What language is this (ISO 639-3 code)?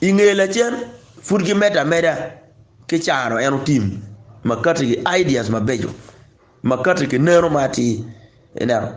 ach